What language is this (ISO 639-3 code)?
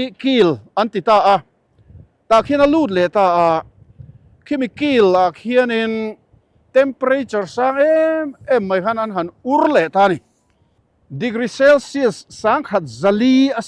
lus